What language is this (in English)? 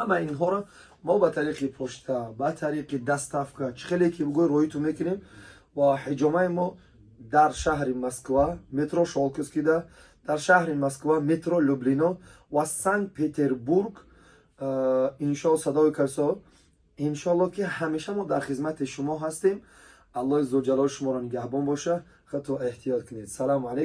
Tajik